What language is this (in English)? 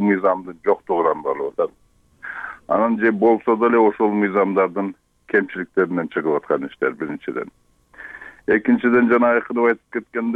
Kyrgyz